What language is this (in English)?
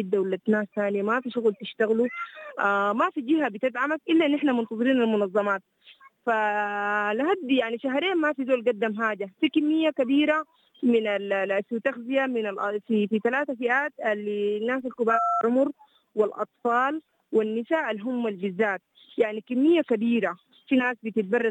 Sudanese Arabic